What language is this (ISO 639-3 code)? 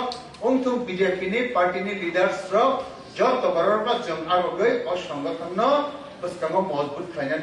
trp